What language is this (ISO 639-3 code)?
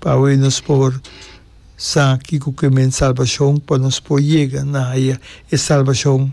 pap